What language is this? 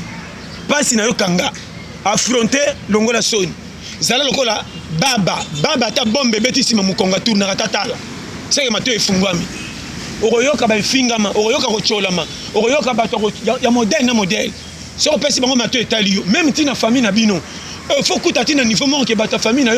Lingala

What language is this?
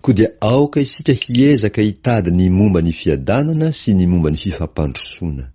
Malagasy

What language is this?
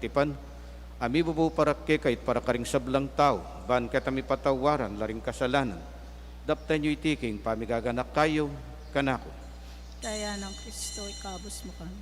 Pampanga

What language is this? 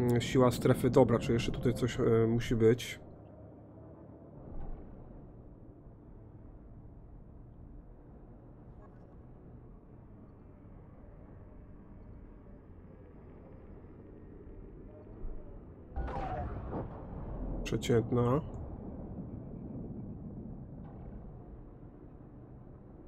Polish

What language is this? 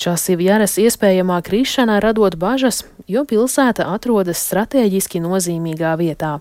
Latvian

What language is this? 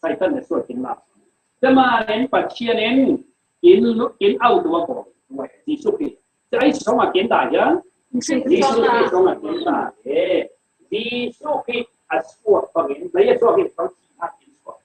Falam Chin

